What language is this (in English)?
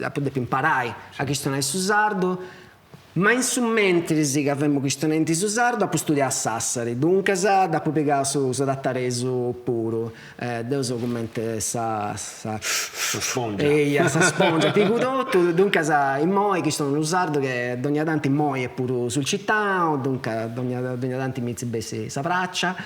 Sardinian